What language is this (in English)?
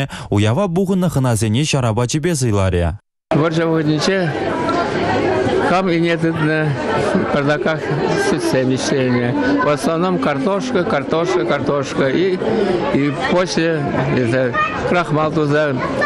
Chuvash